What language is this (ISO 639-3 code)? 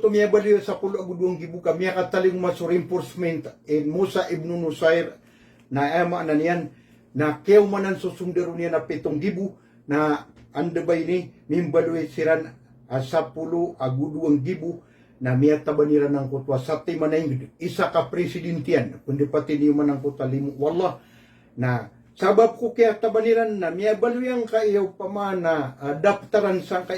mrw